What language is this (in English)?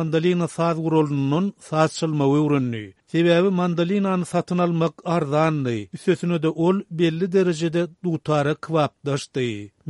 Turkmen